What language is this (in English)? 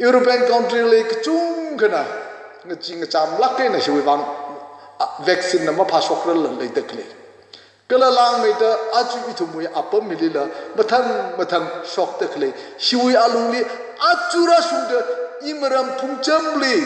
Tangkhul Naga (India)